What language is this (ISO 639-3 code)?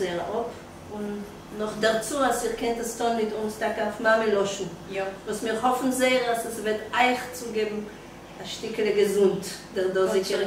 yid